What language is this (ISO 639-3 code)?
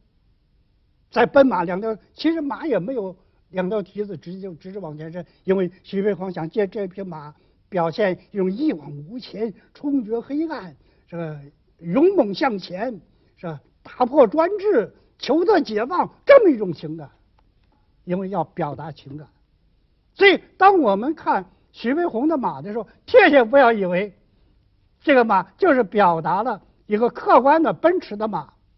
zho